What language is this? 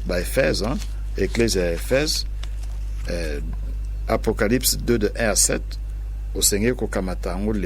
Lingala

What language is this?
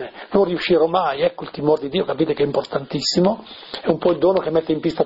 Italian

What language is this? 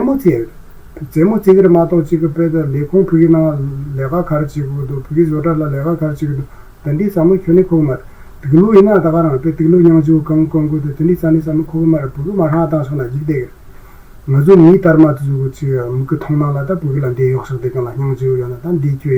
Tibetan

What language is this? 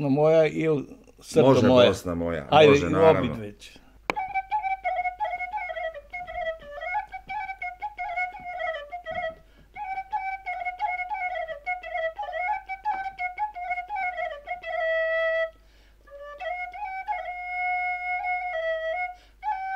Bosnian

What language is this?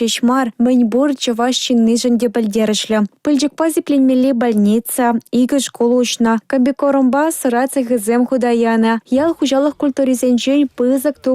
Chuvash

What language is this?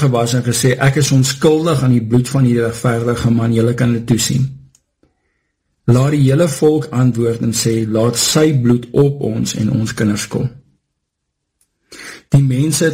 Afrikaans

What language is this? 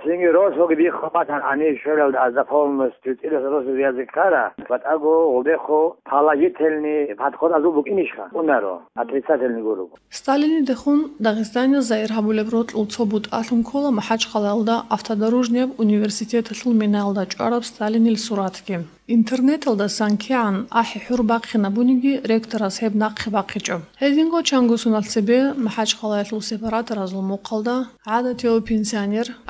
Avaric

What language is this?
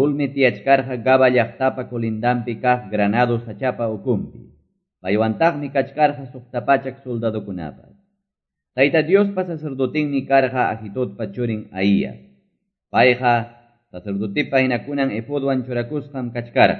Quechua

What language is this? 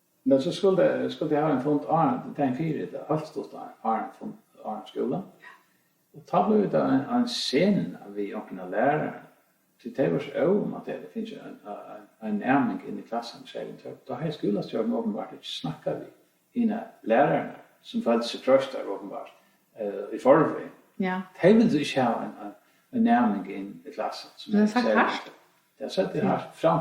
Faroese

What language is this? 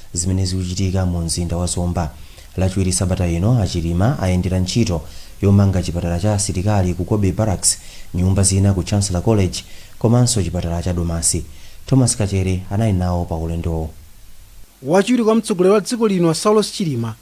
Nyanja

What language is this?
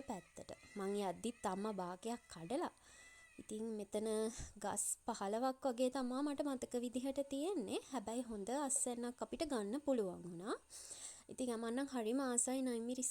Sinhala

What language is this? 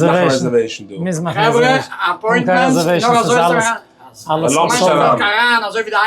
Yiddish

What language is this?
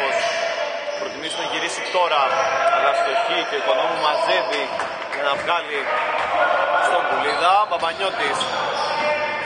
Greek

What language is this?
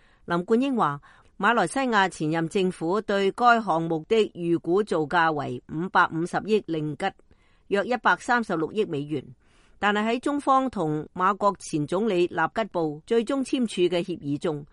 Cantonese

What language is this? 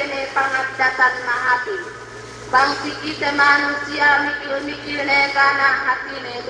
Yakan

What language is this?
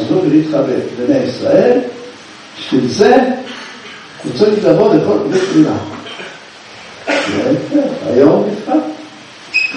Hebrew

